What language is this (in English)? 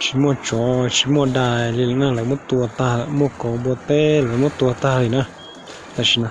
Hmong